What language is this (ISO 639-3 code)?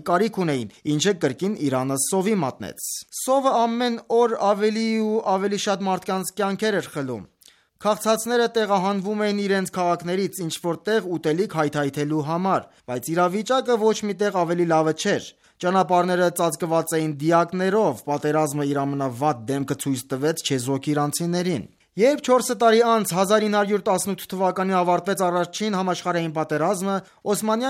hye